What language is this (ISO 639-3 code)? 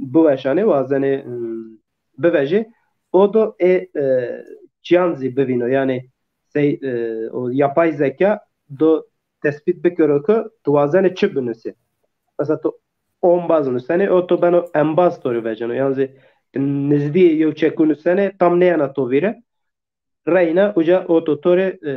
zza